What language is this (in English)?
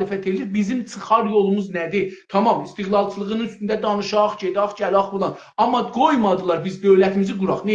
South Azerbaijani